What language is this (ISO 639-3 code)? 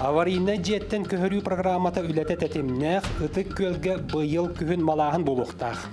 sah